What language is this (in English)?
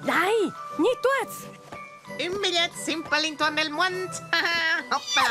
Romansh